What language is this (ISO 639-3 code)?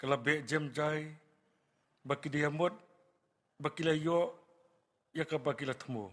kha